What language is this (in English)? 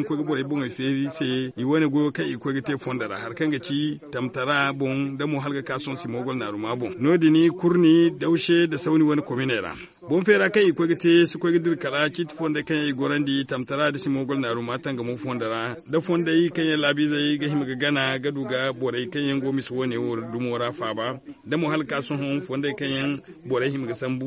Zarma